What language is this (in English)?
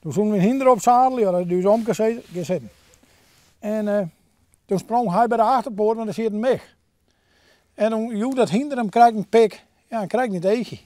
Western Frisian